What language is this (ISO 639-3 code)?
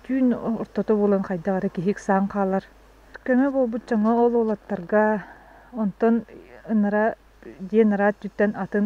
sah